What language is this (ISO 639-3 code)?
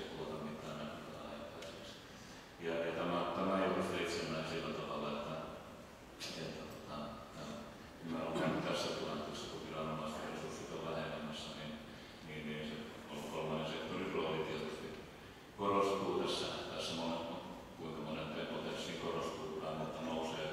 fin